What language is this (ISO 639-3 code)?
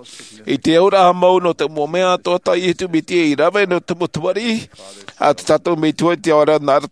tah